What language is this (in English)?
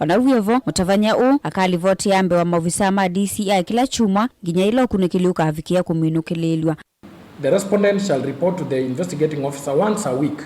Kamba